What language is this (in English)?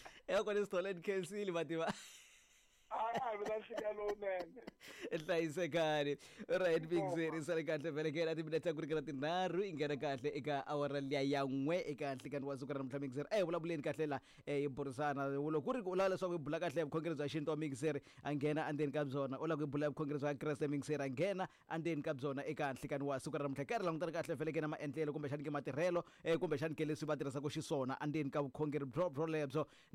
Tsonga